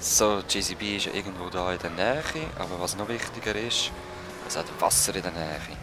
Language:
Swiss German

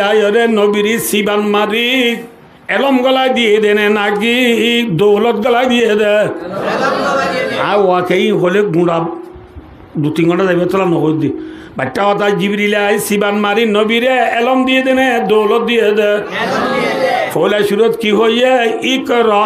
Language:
Rohingya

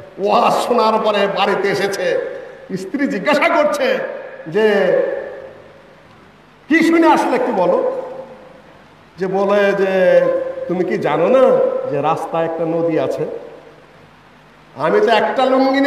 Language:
Bangla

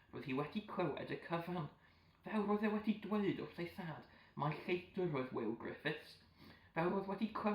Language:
Welsh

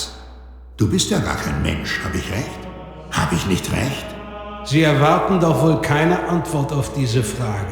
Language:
Bavarian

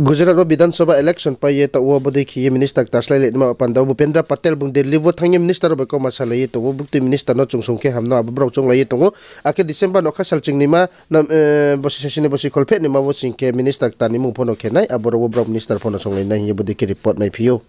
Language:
Riang (India)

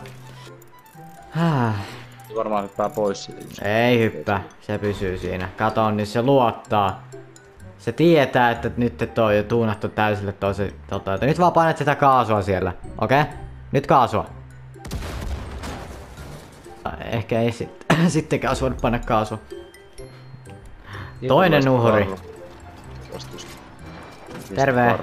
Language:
Finnish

